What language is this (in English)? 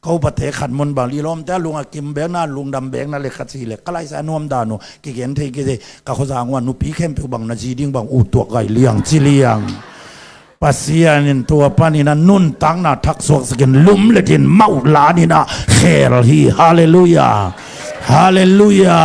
Tedim Chin